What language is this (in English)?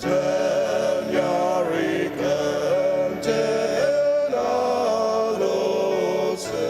Ao Naga